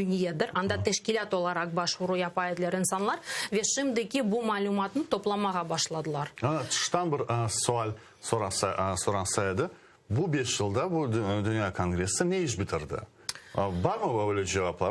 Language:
Crimean Tatar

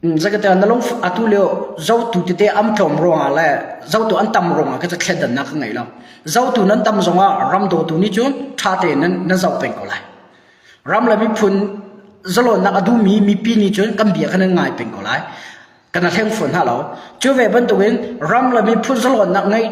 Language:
Hakha Chin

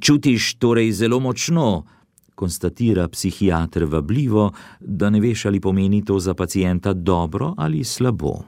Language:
Slovenian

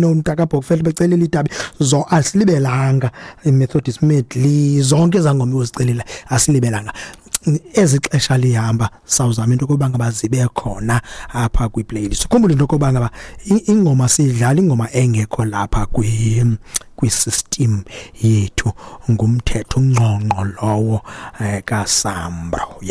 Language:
Xhosa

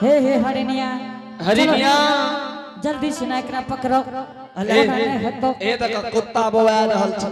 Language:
Angika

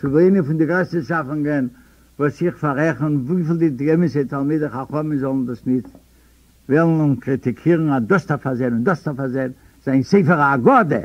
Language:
Yiddish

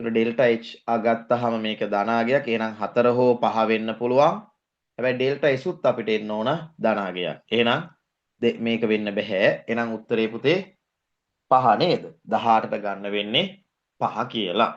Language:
Sinhala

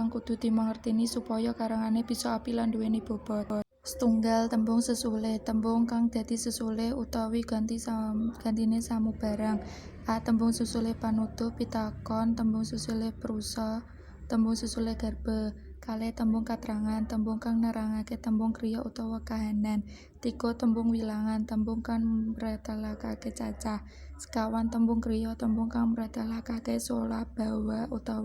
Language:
Javanese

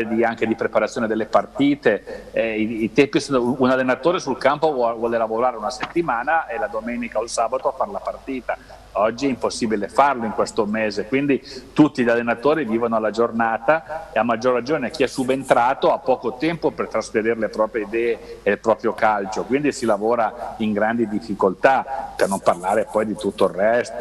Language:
Italian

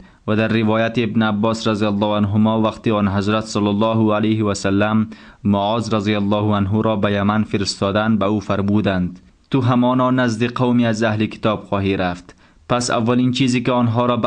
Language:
Tajik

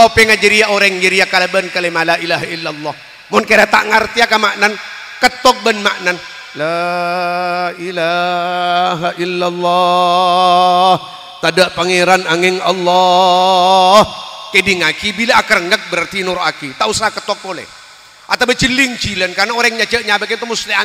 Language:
Madurese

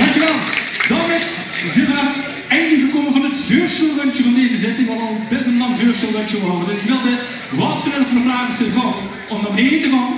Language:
Limburgish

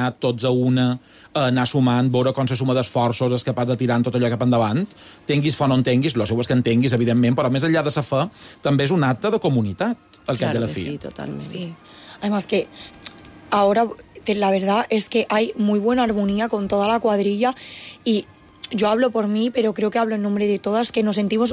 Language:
Catalan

